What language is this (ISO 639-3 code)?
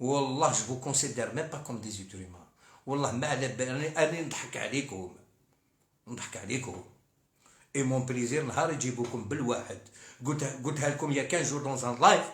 arq